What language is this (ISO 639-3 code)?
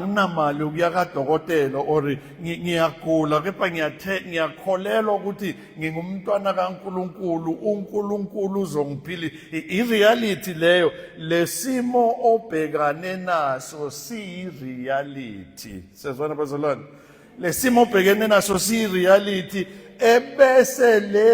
zul